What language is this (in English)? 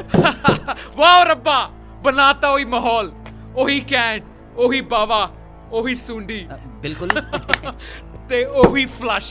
Punjabi